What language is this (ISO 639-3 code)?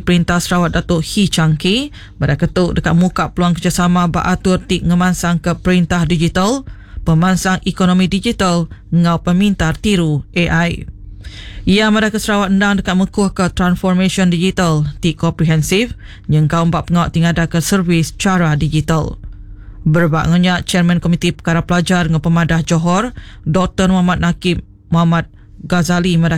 iba